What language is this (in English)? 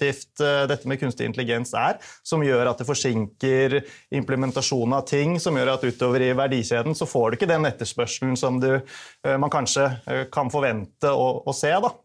Norwegian